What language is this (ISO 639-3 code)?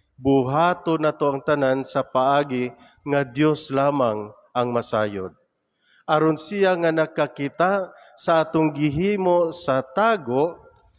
ceb